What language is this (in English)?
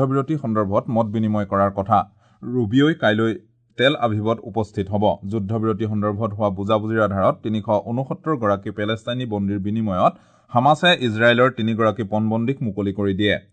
Assamese